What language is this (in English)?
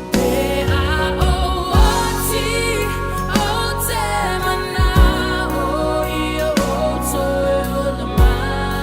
Samoan